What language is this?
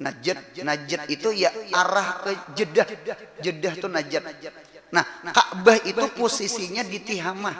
Banjar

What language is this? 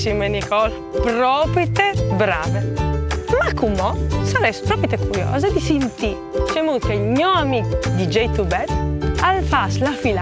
Friulian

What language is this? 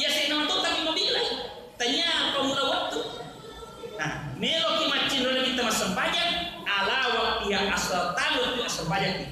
Buginese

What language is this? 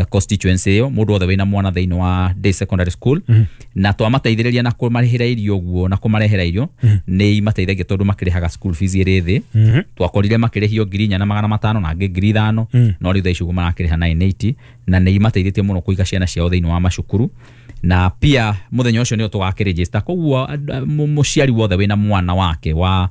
Kikuyu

